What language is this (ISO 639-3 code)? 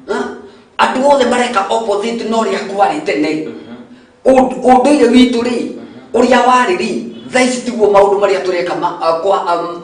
kik